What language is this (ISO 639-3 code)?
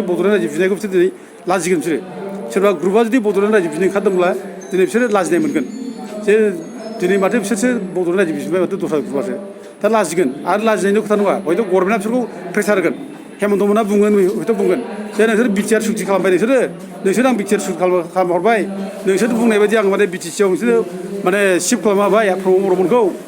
brx